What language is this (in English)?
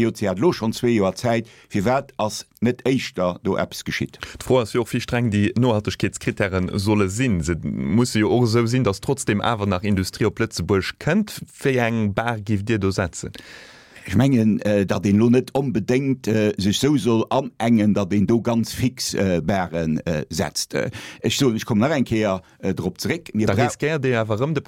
Luxembourgish